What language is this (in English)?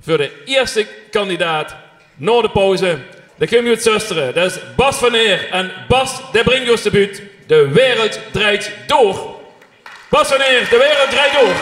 Limburgish